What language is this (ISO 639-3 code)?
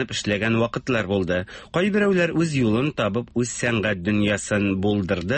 tat